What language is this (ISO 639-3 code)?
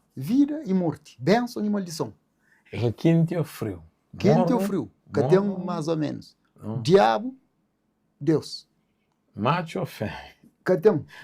kea